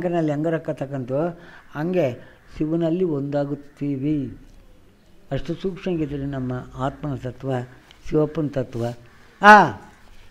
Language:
Kannada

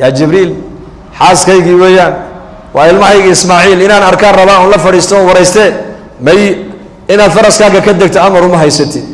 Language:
Somali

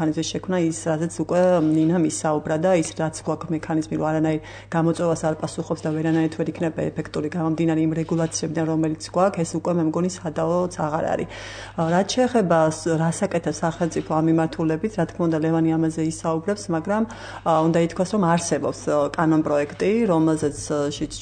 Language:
Georgian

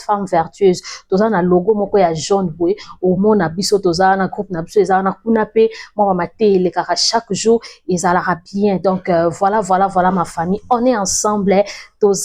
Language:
Lingala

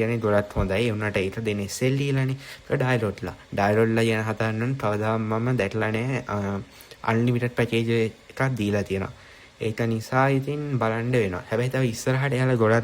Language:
Sinhala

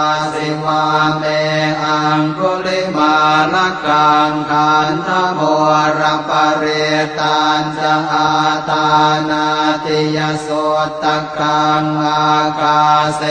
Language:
Pali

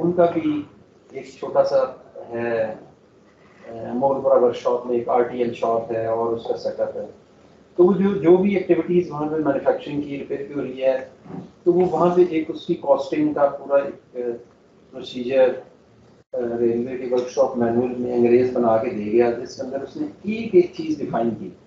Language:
Hindi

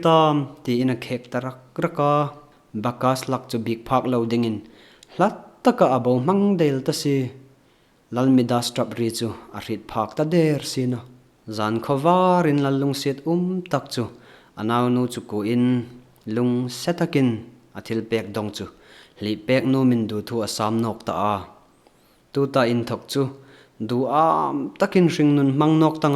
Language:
Hmar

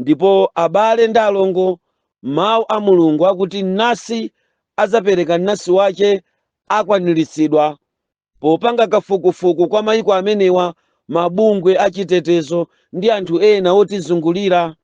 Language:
Nyanja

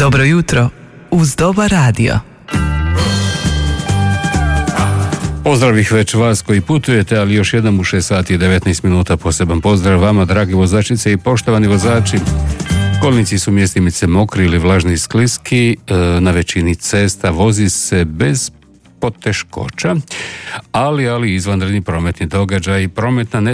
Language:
Croatian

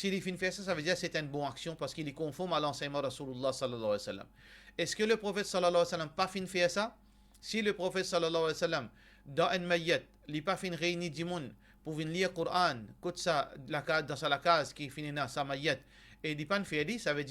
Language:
Morisyen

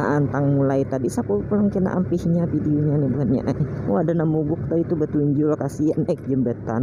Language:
Banjar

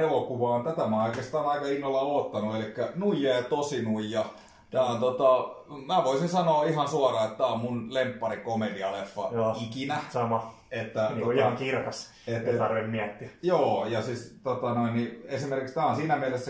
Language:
Finnish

